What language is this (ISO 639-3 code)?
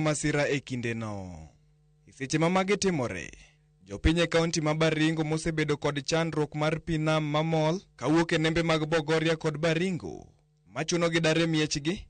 luo